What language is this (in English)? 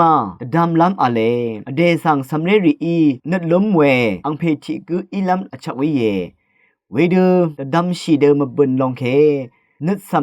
Rawang